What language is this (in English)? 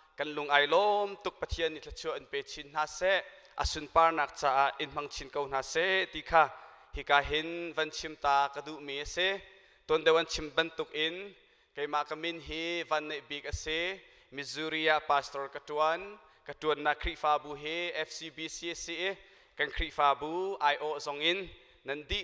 Hakha Chin